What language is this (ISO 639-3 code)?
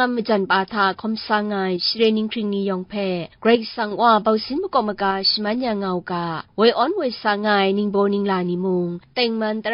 kac